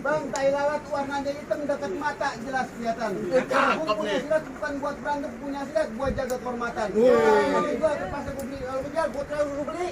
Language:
Betawi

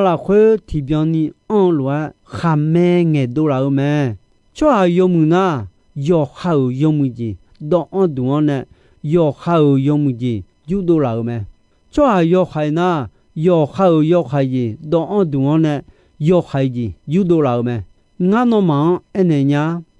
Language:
Akha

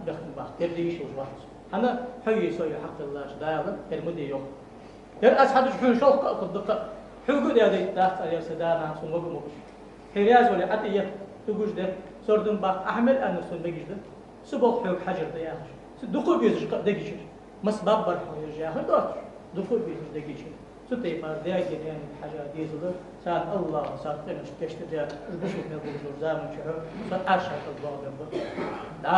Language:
Ingush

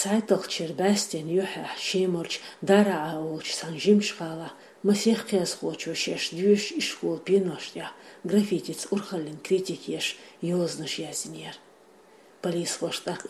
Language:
Chechen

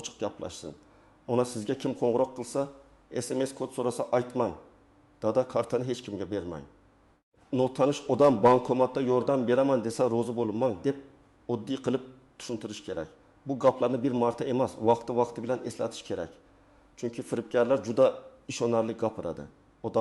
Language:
Uzbek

